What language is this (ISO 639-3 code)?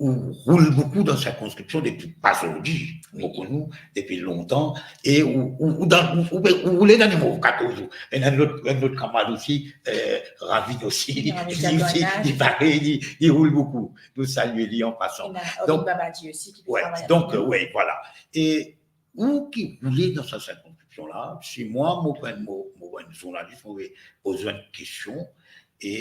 mfe